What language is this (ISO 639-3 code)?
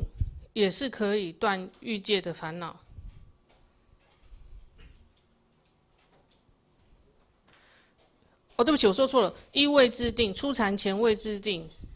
zho